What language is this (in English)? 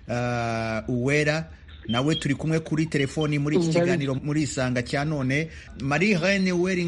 Kinyarwanda